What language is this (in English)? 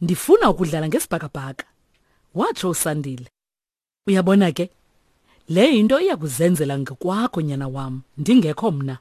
Xhosa